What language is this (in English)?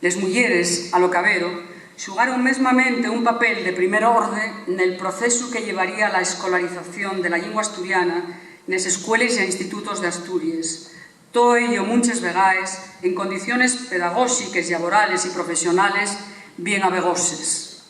Asturian